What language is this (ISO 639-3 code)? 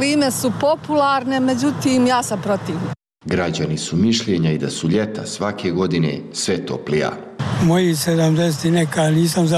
bos